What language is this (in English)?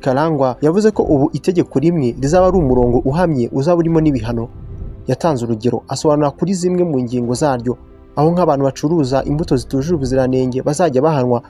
Kinyarwanda